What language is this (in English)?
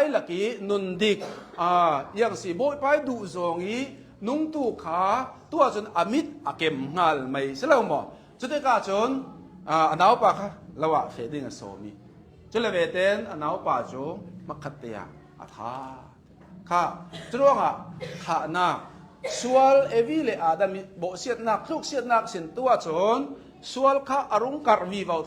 Hakha Chin